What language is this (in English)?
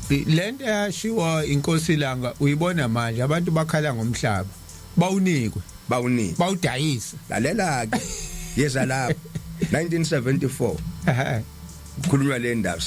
Zulu